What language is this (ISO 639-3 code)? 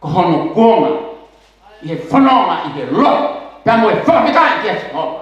ton